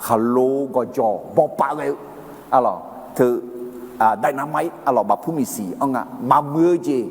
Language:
Akha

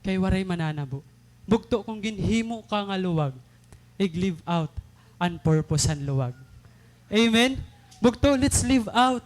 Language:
Waray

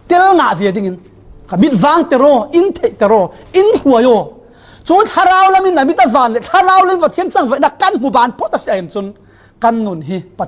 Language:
Falam Chin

